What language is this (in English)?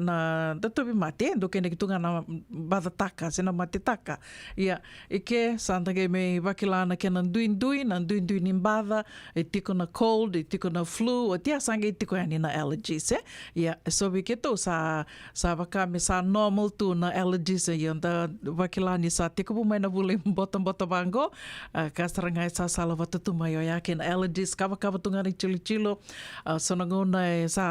Fijian